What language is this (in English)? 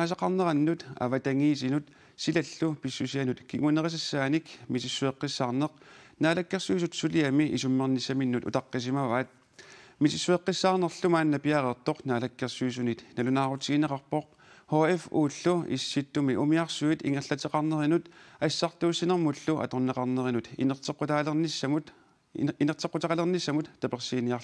Kalaallisut